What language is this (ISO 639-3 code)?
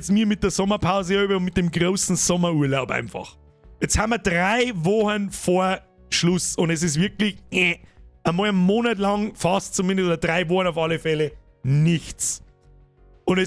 bar